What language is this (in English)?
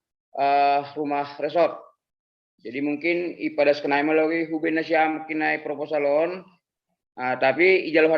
Batak Simalungun